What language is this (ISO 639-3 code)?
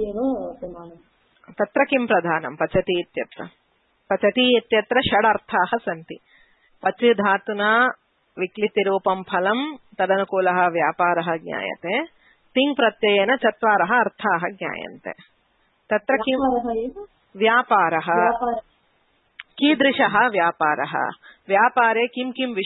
san